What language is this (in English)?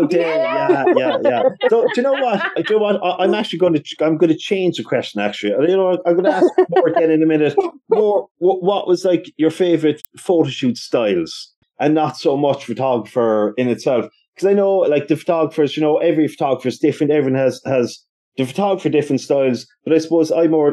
English